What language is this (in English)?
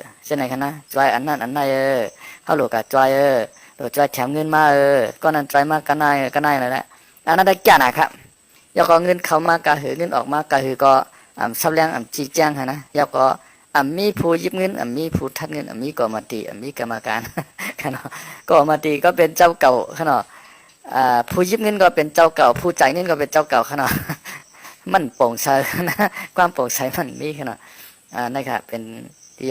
Shan